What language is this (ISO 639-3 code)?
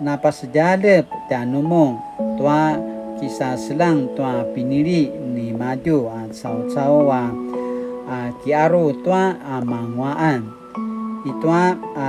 pwn